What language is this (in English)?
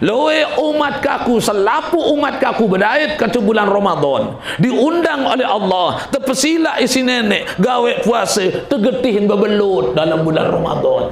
Sasak